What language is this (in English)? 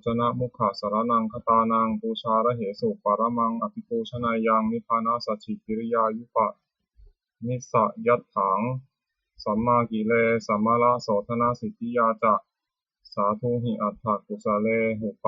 Pali